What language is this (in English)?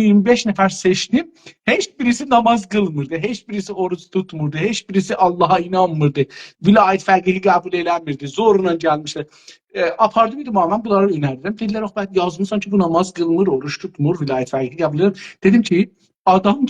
South Azerbaijani